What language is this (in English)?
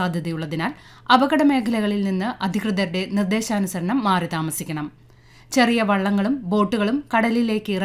Malayalam